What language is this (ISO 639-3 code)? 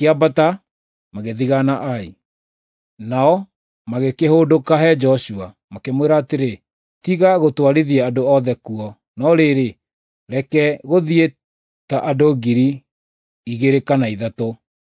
kik